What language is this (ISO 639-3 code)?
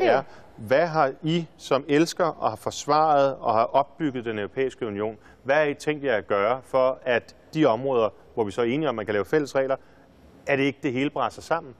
dan